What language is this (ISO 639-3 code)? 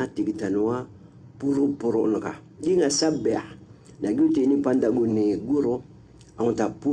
mrw